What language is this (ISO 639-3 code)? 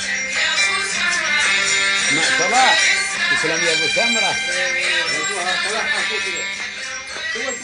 afb